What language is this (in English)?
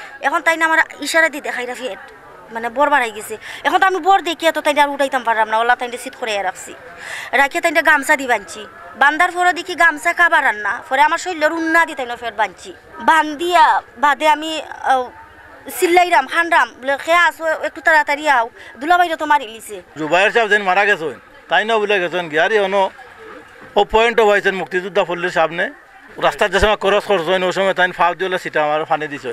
Sylheti